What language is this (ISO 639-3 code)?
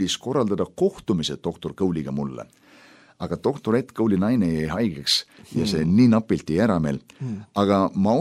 est